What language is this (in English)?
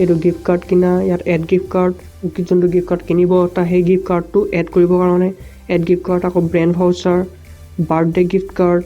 Assamese